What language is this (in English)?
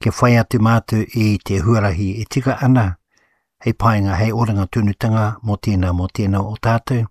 Māori